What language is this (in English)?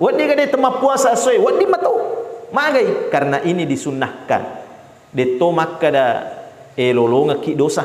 Buginese